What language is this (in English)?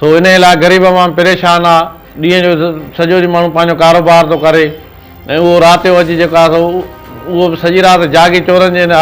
Sindhi